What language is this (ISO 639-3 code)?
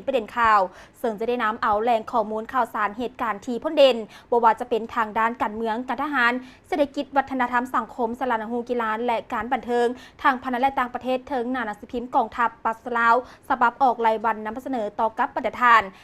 lao